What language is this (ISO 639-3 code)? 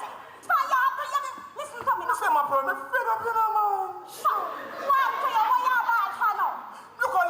jam